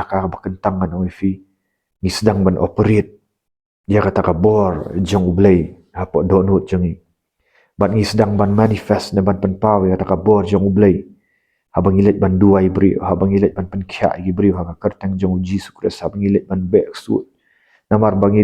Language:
Khasi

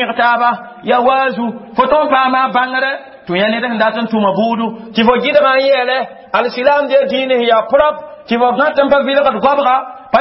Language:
Mossi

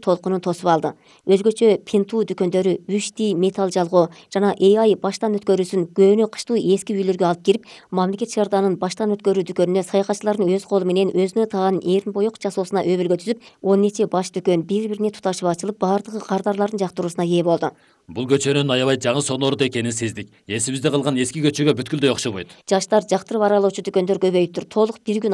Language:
Kyrgyz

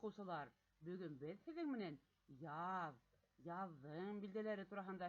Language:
Bashkir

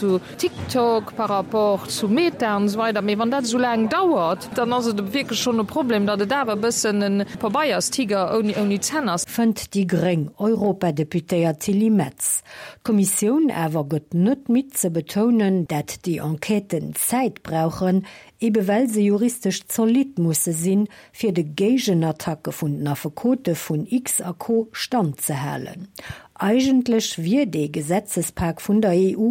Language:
Luxembourgish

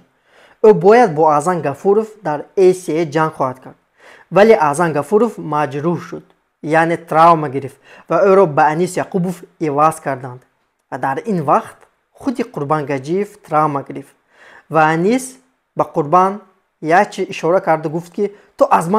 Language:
Tajik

